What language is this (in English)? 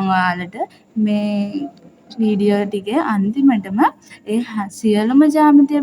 Sinhala